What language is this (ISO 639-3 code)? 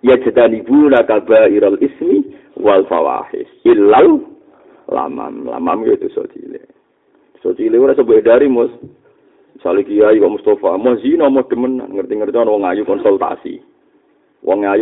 jav